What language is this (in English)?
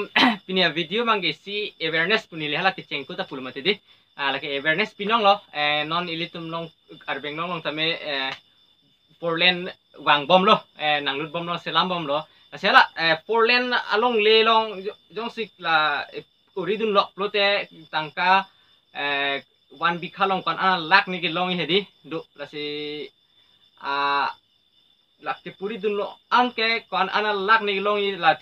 Karbi